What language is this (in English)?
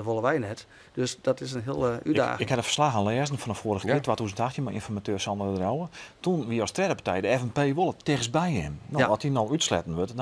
Western Frisian